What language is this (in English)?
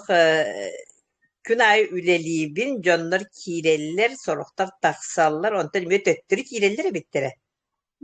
Yakut